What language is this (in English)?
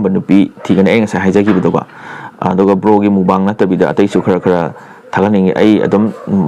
Manipuri